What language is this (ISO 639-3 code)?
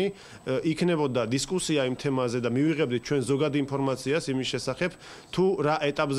kat